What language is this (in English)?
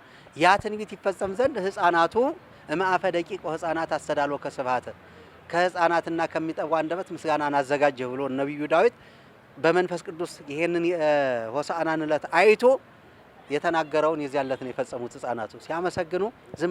Amharic